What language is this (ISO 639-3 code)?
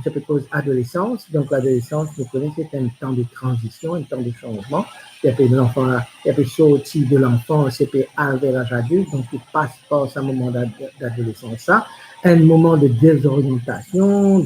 mfe